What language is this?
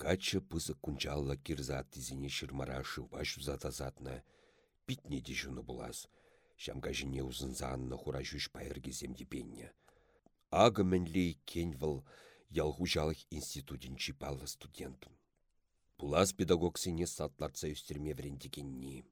Chuvash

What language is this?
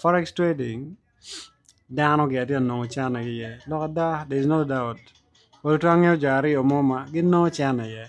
Acoli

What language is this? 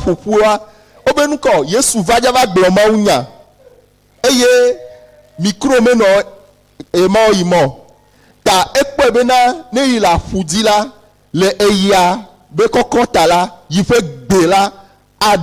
Ewe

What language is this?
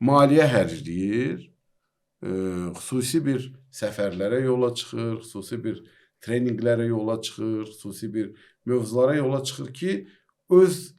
Azerbaijani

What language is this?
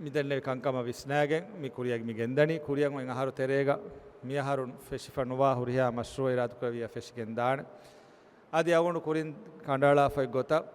Divehi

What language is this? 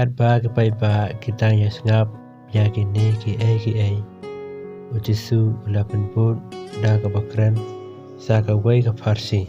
Khasi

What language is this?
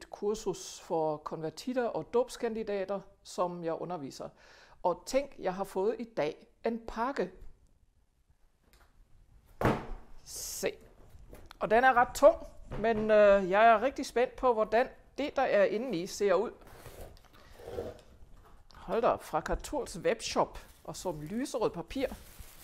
Danish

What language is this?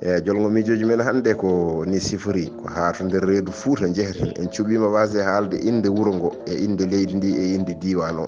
Fula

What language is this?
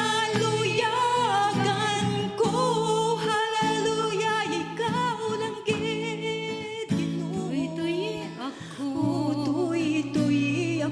Hiligaynon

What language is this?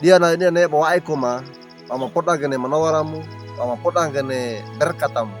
Wejewa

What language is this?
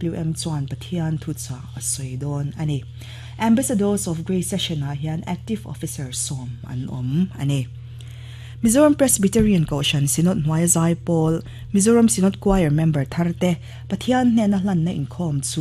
Mizo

